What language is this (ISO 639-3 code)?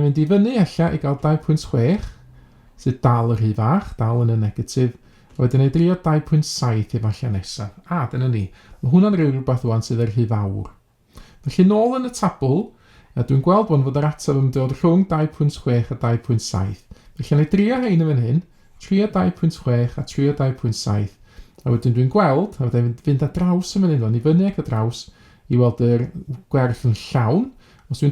cym